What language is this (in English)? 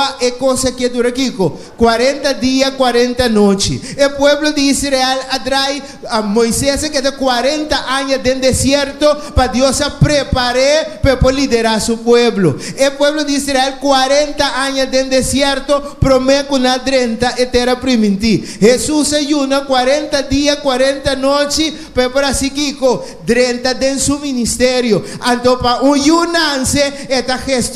Papiamento